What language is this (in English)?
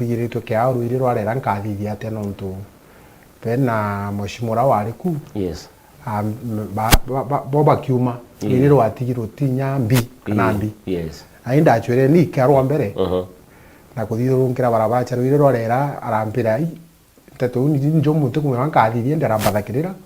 Meru